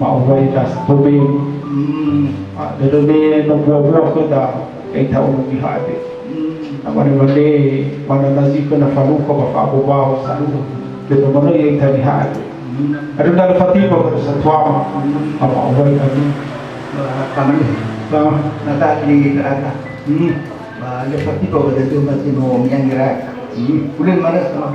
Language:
Nias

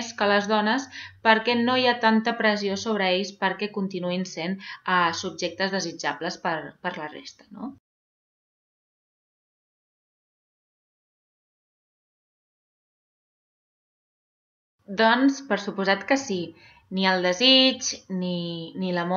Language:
Catalan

